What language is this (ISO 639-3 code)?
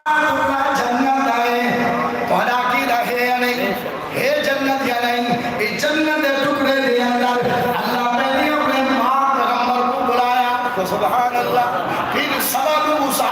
skr